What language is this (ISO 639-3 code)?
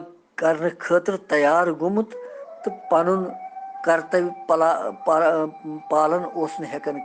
kas